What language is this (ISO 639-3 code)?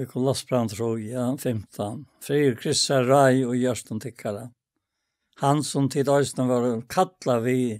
fao